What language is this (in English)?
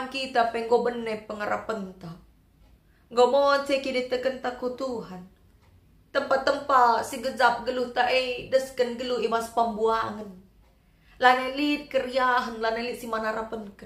Batak Karo